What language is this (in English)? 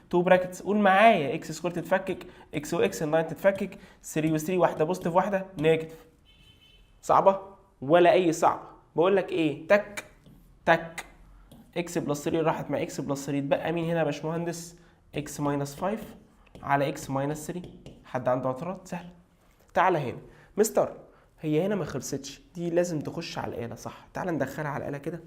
Egyptian Arabic